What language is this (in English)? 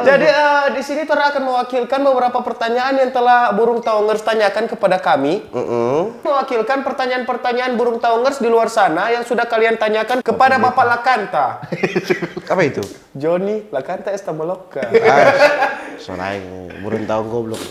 Manado Malay